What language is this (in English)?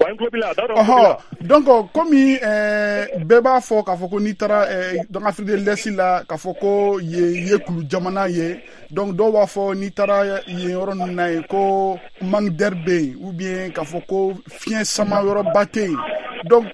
Bambara